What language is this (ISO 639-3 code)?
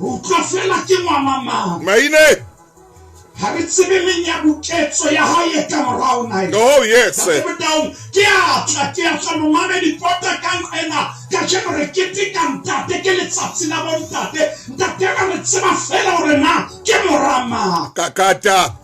sot